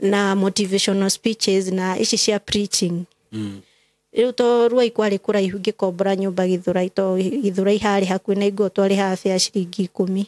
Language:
Kikuyu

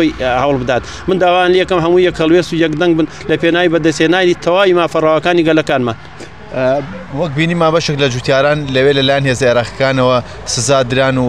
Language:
Central Kurdish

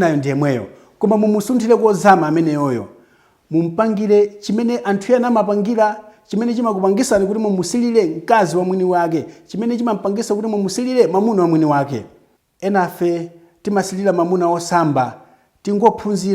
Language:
Nyanja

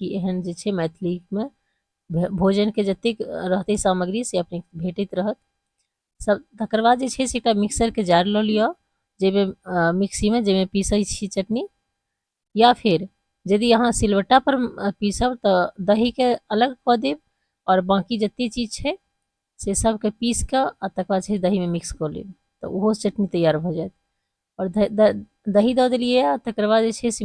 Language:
Maithili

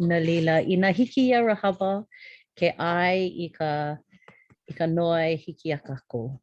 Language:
Hawaiian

